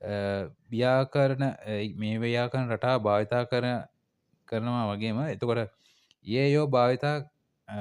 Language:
Sinhala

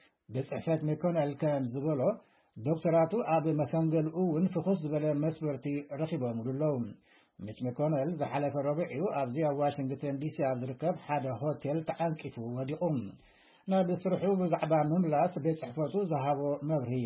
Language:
Tigrinya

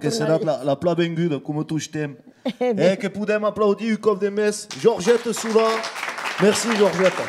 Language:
Occitan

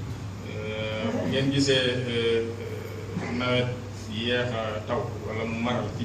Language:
Wolof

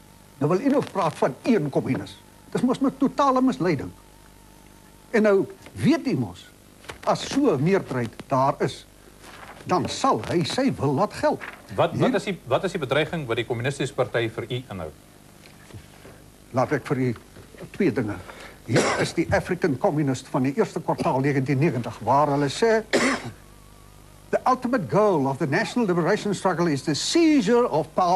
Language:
Afrikaans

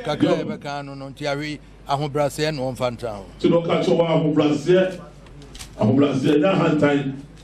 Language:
Akan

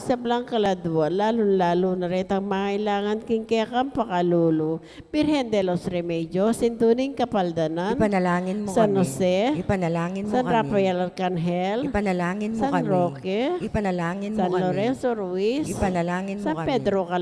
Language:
Pampanga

